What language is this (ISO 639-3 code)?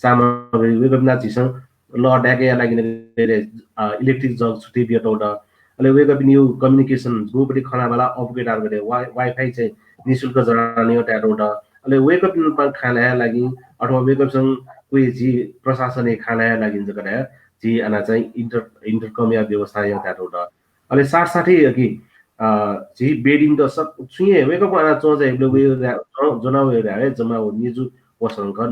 new